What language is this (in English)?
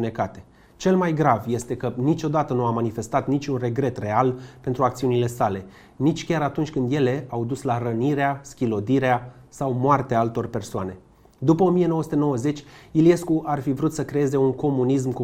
Romanian